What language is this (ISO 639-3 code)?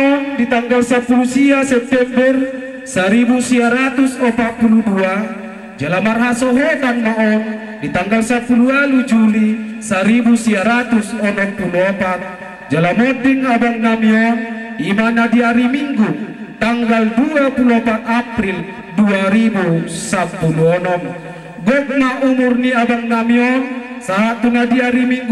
bbc